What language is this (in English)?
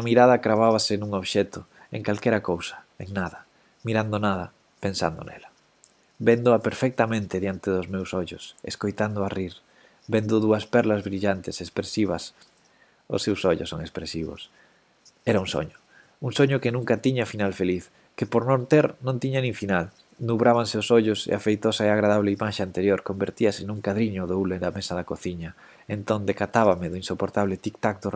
Galician